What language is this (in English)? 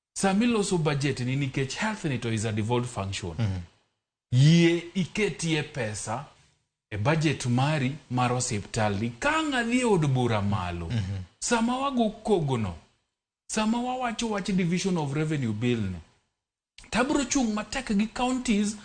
Luo (Kenya and Tanzania)